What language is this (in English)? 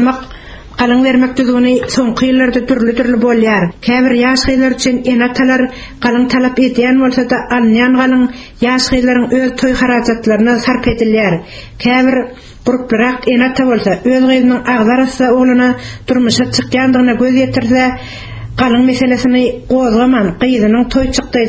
Turkmen